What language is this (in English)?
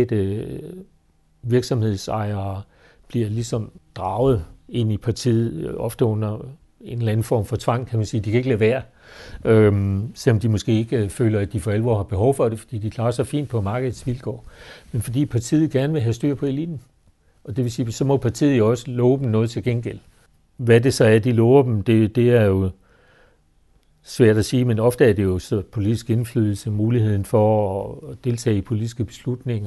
Danish